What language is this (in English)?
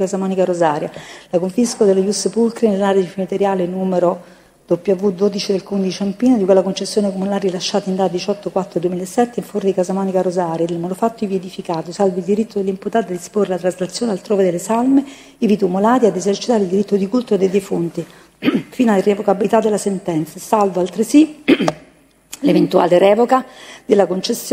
Italian